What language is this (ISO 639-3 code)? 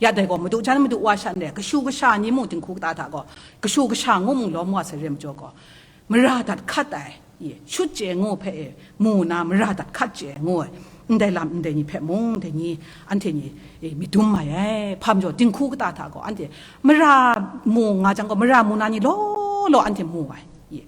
kac